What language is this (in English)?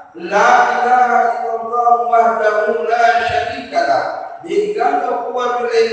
Buginese